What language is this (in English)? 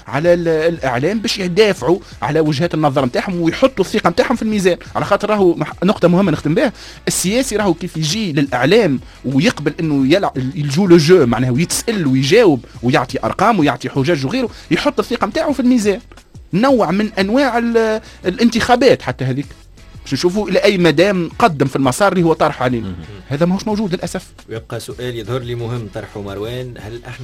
Tunisian Arabic